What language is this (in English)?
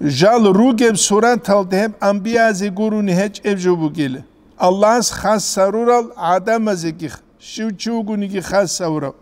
Avaric